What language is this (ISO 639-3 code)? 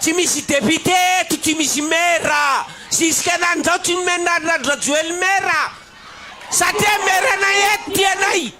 mlg